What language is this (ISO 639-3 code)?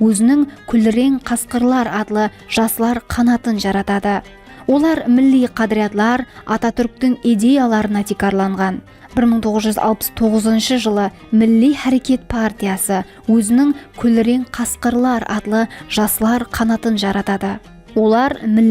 kaa